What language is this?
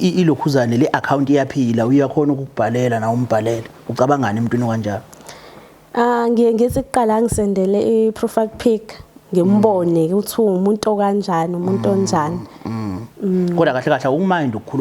Zulu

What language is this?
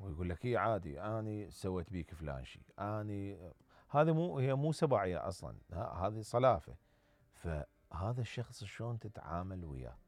Mesopotamian Arabic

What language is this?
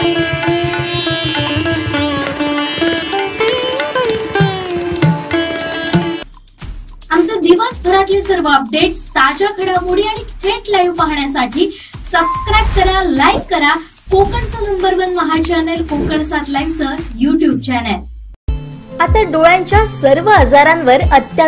Marathi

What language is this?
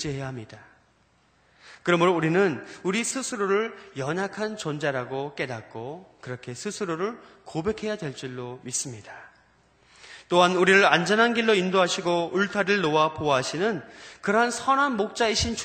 Korean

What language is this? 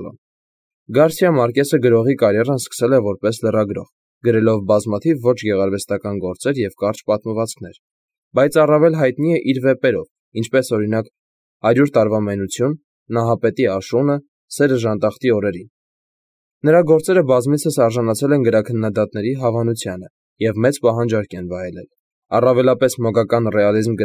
Armenian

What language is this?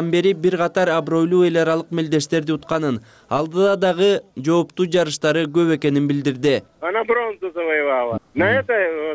Kyrgyz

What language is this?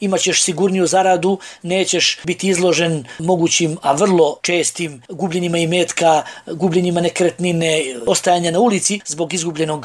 Bosnian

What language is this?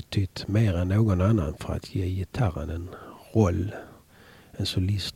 Swedish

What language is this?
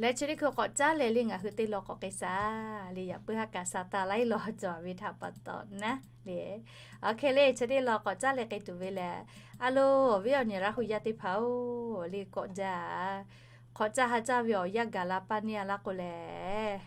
Lahu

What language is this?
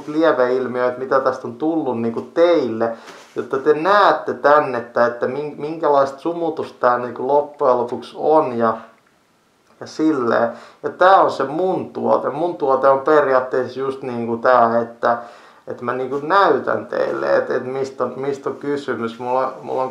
Finnish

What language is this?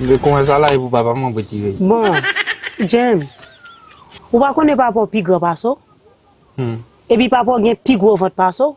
Haitian Creole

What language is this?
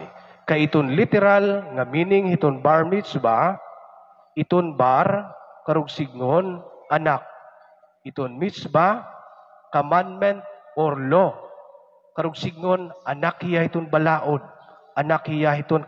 Waray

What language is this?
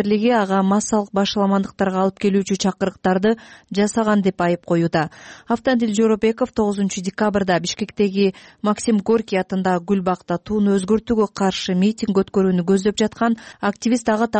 Kyrgyz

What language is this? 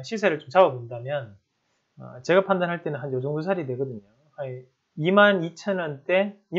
Korean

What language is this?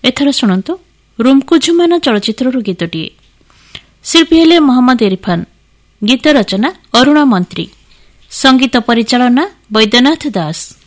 Odia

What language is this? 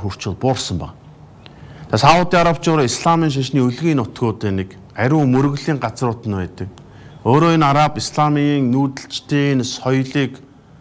Mongolian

